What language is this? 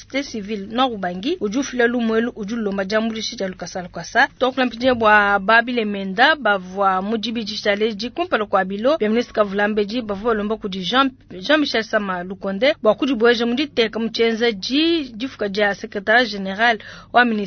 Luba-Lulua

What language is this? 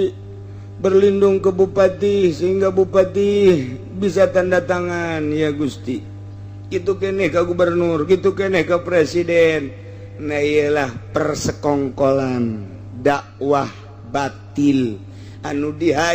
Sundanese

